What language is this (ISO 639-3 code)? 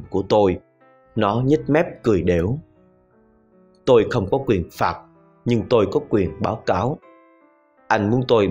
vie